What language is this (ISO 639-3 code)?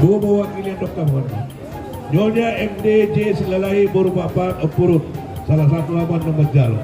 bbc